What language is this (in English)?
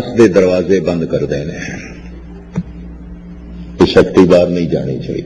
Punjabi